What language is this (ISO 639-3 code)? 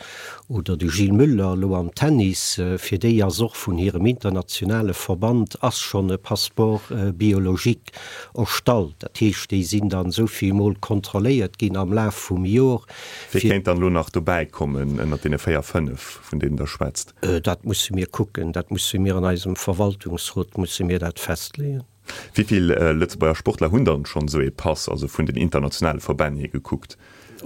ltz